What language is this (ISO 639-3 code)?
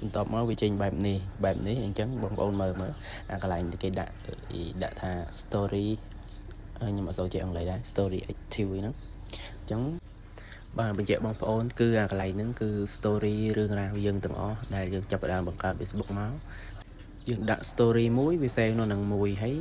khm